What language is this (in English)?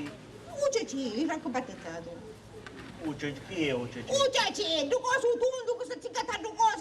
Sicilian